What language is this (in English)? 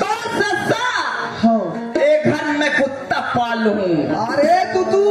Chhattisgarhi